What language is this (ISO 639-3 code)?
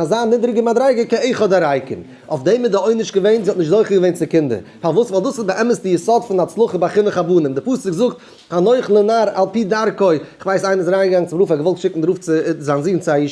yid